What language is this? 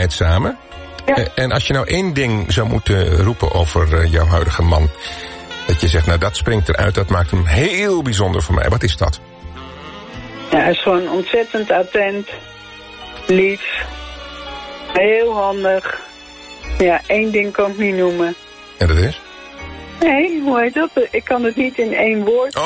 Dutch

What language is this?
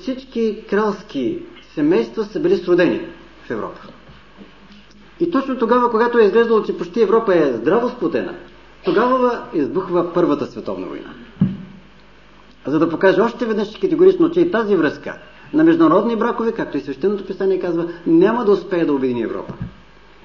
Bulgarian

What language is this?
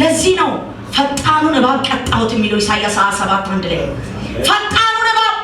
Amharic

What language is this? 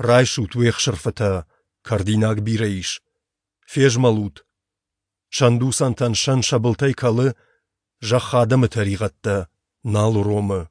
Ossetic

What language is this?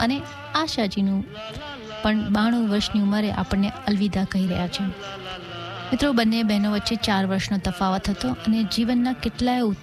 Gujarati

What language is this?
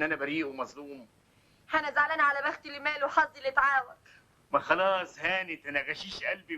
Egyptian Arabic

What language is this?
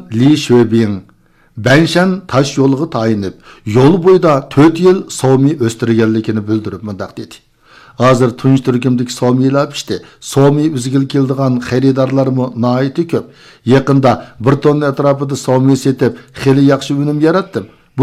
Uyghur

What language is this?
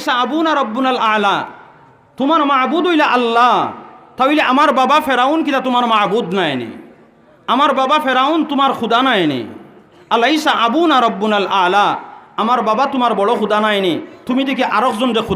Sylheti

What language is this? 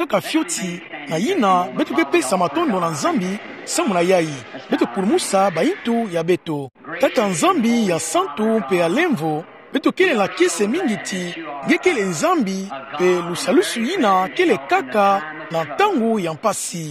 Kituba (Democratic Republic of Congo)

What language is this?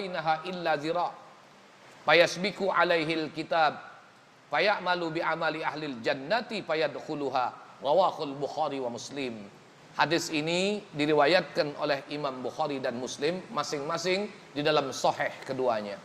Musi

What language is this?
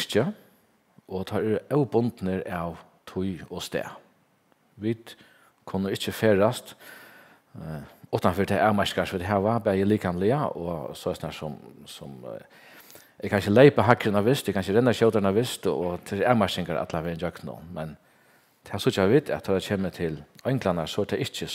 Faroese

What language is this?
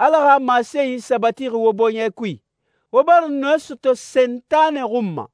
Susu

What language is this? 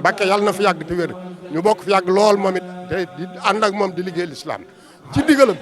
Wolof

